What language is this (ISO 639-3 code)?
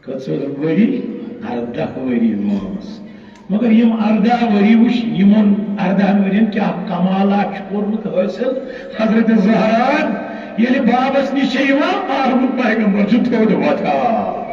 kas